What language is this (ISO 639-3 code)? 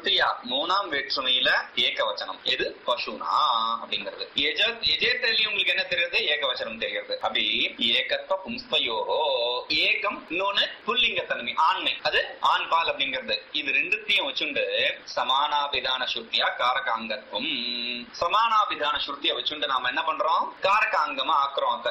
tam